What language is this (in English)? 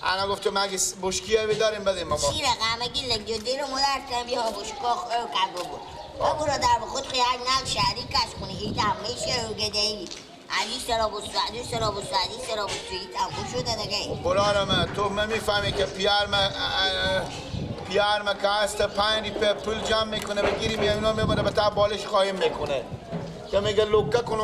Persian